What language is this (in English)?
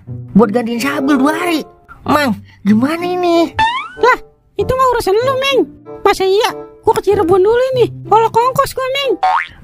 Betawi